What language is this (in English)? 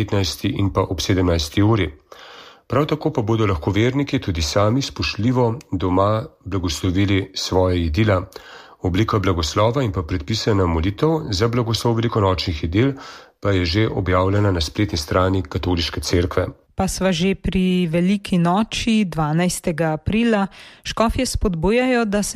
Slovenian